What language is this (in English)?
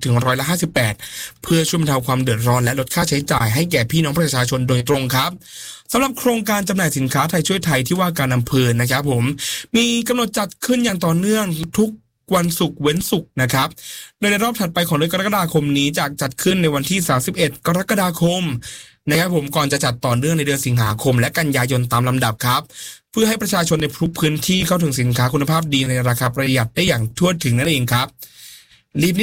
Thai